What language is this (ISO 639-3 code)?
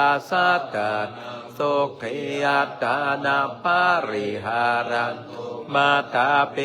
pli